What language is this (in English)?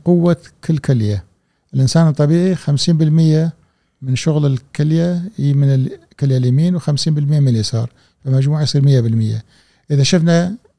Gulf Arabic